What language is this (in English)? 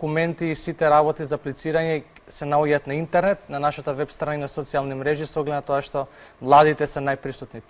Macedonian